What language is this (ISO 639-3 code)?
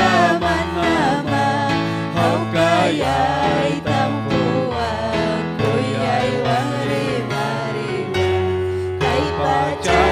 quy